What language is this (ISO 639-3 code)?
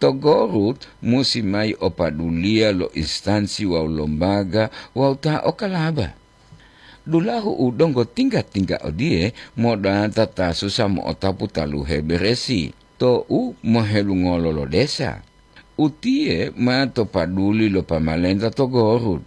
gor